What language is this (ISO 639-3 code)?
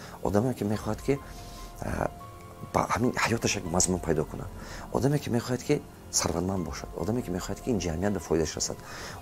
tgk